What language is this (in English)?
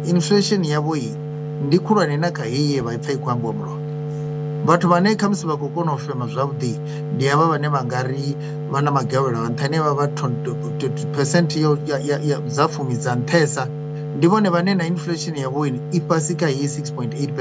Venda